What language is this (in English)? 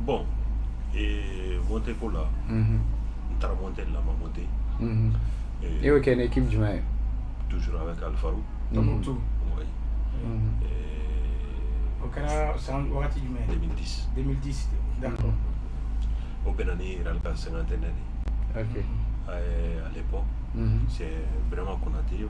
Bambara